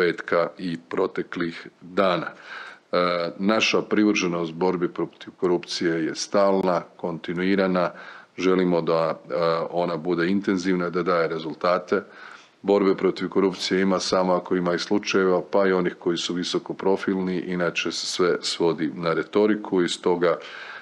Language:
Croatian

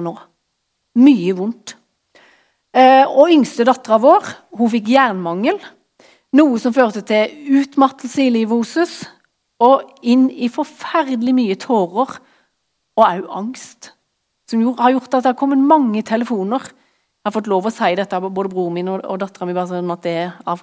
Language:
Norwegian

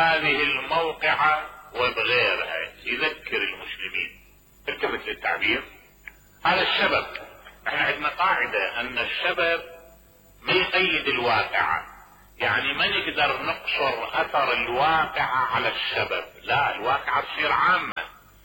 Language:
Mesopotamian Arabic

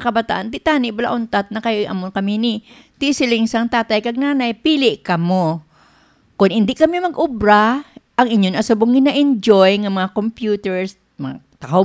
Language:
Hiligaynon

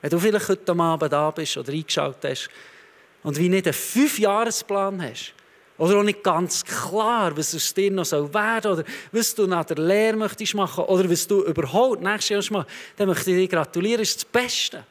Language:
Swiss German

